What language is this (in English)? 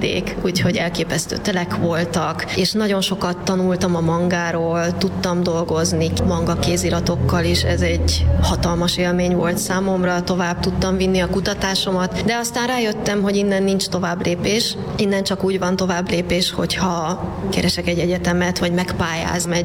Hungarian